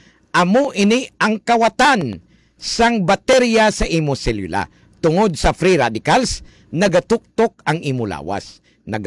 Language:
Hiligaynon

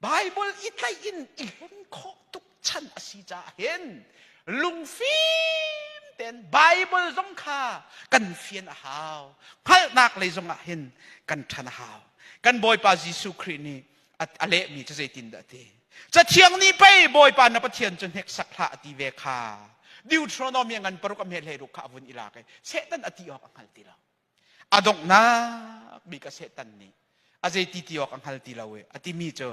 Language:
Hakha Chin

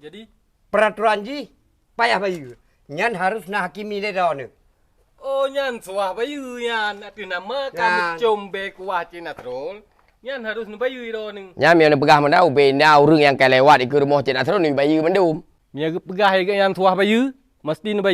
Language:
Achinese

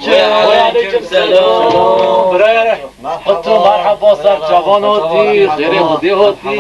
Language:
Kurdish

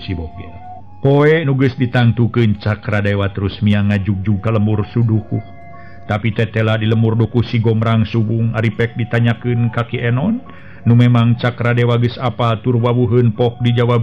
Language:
Sundanese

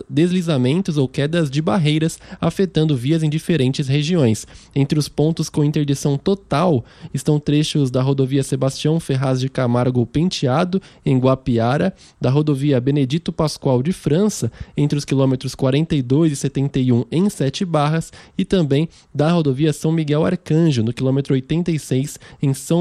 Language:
Portuguese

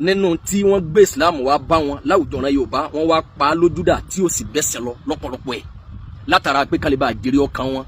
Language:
Yoruba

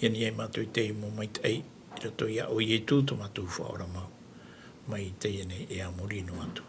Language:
Tahitian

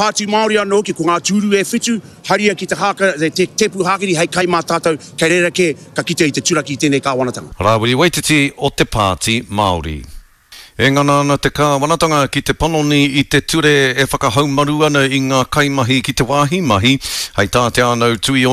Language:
Māori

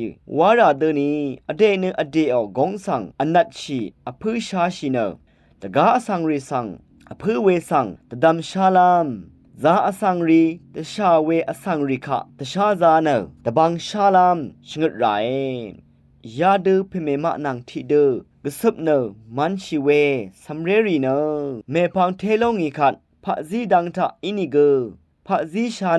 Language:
Rawang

